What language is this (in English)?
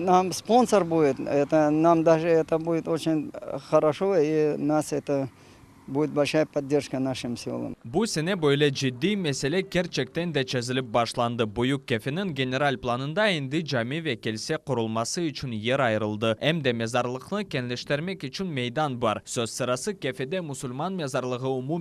Crimean Tatar